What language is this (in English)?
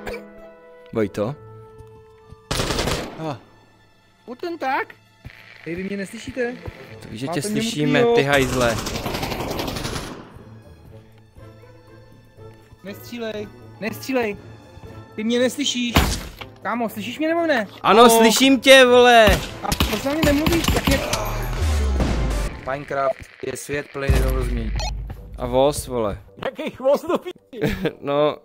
Czech